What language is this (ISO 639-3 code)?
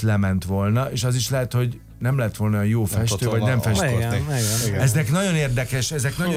hun